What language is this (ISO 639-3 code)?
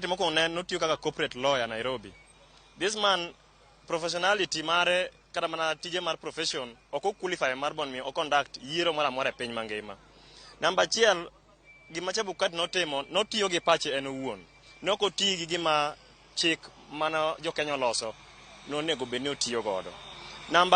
luo